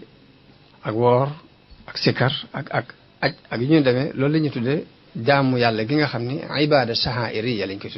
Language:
Wolof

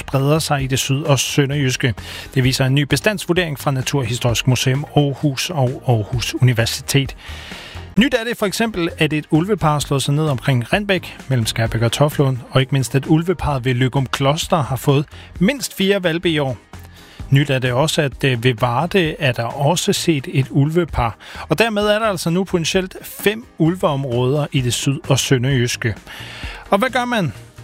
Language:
Danish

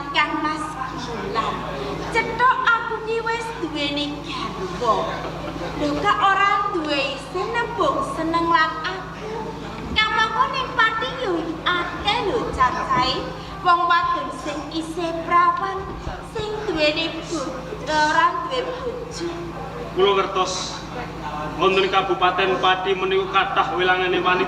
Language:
Javanese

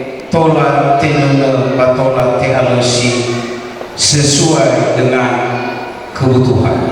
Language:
Nias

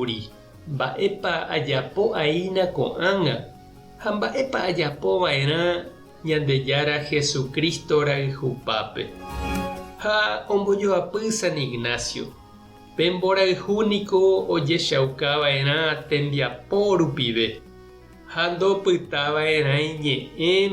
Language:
Guarani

